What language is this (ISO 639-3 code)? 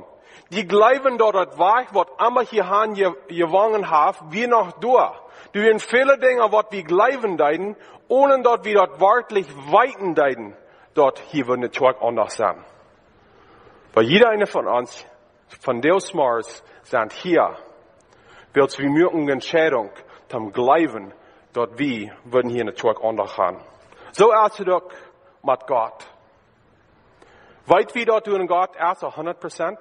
deu